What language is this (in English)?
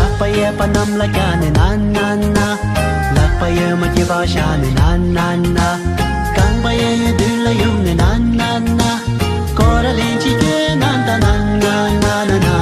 Bimoba